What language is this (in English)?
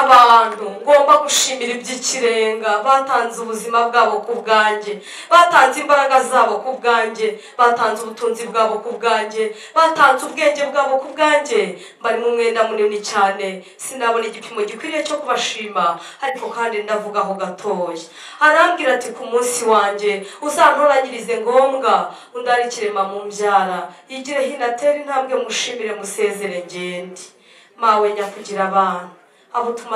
Kinyarwanda